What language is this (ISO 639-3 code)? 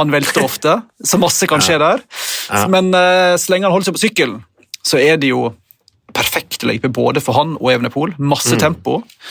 nor